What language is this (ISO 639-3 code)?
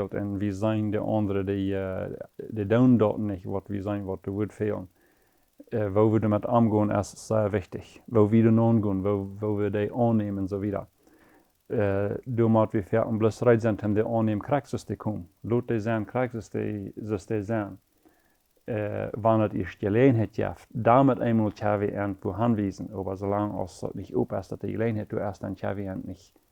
pdt